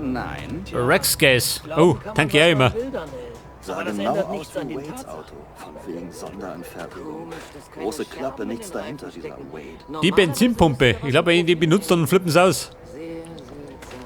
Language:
Bavarian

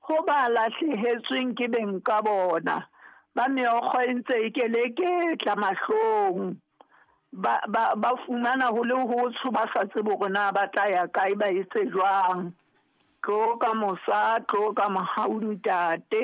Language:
Southern Sotho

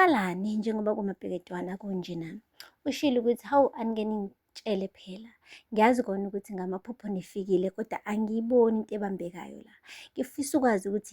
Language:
Zulu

